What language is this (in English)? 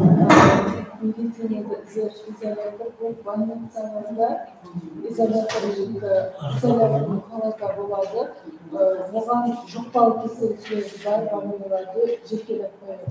Kara-Kalpak